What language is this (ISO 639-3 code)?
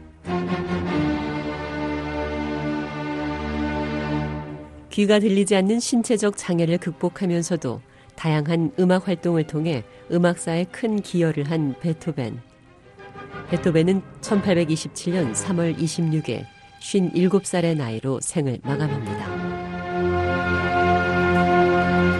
kor